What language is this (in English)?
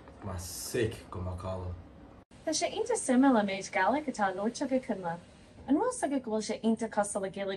Irish